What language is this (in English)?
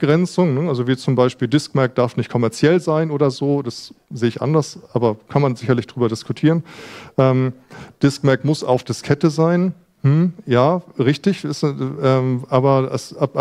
German